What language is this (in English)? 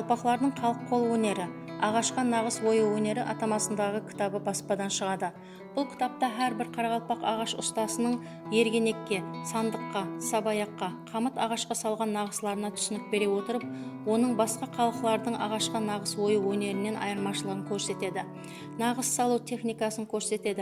Kara-Kalpak